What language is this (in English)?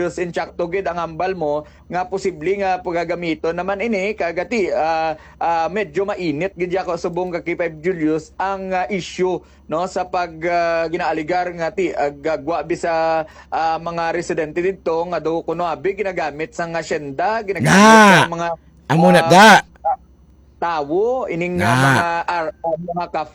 Hiligaynon